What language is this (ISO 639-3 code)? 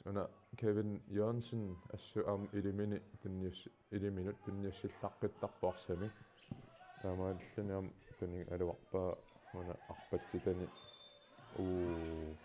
kal